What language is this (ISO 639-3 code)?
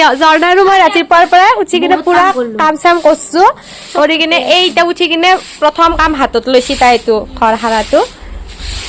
asm